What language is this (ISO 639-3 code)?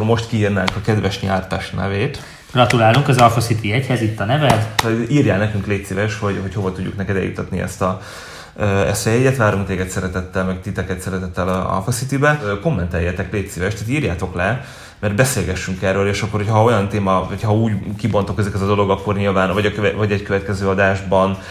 hun